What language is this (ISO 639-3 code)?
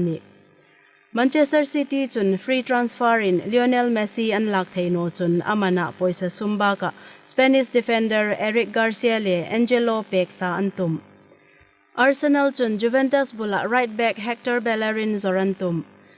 hmr